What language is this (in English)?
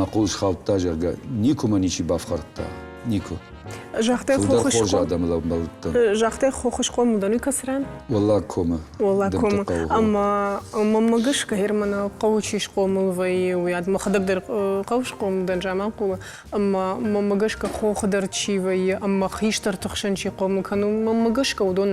Ossetic